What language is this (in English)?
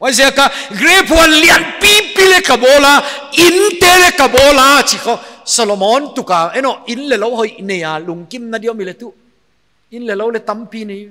Paite Chin